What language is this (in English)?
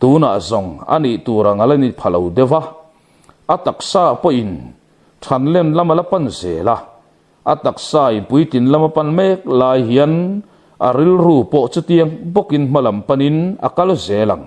Mizo